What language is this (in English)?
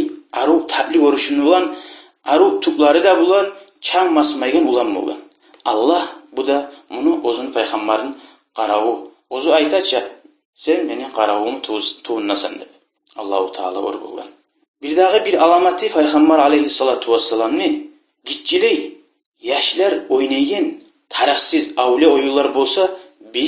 Kumyk